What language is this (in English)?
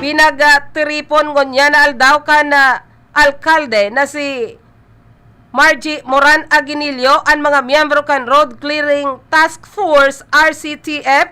Bikol